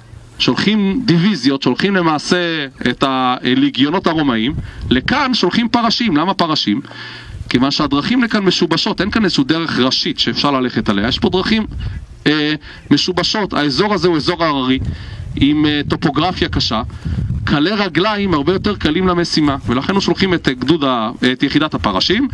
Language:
Hebrew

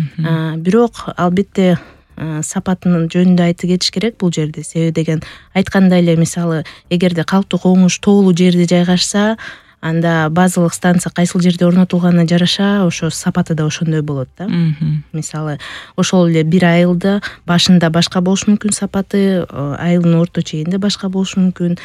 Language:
Kyrgyz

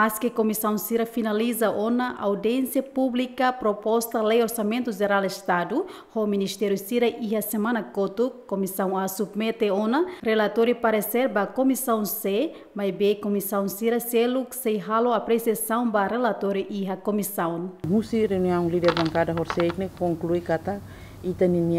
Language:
Tetum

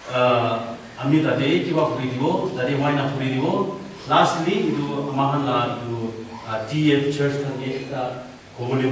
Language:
Naga Pidgin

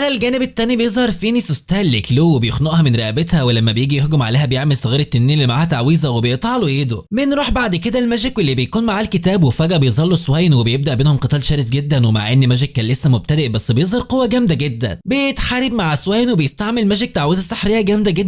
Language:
Egyptian Arabic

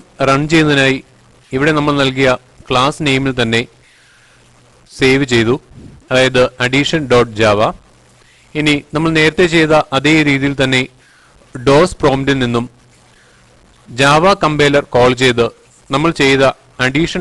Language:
Malayalam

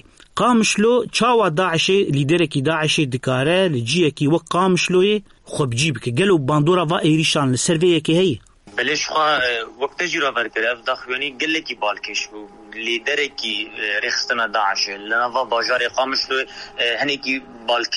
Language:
Kurdish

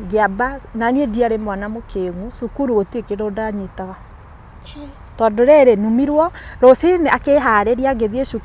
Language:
Kikuyu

